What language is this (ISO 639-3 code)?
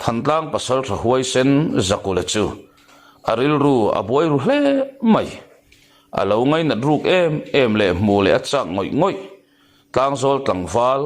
lus